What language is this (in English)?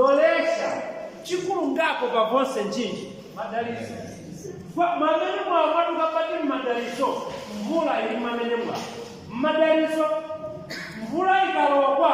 Nyanja